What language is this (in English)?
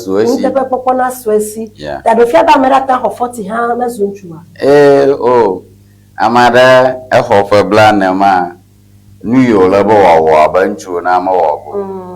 Ewe